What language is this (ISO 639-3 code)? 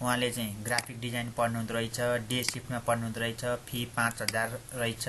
nep